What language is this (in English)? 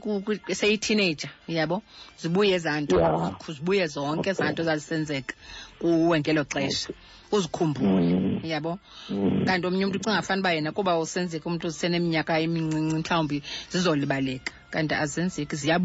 Xhosa